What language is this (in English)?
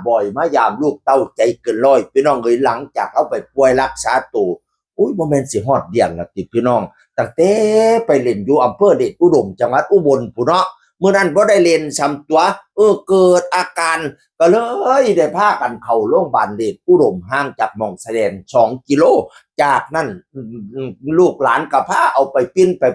Northeastern Thai